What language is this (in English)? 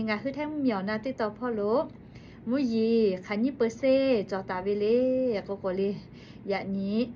Lahu